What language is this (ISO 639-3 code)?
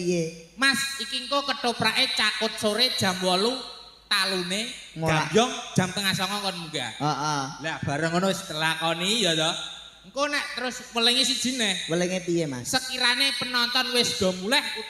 jav